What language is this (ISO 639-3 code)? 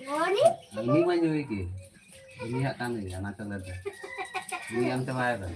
sat